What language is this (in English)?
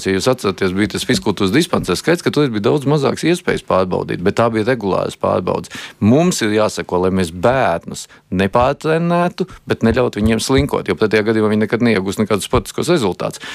Latvian